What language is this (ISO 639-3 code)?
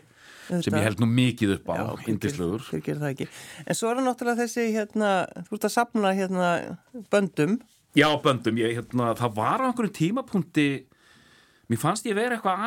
isl